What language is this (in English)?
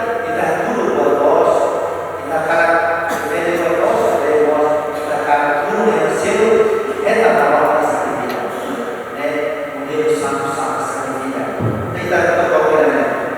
Tetum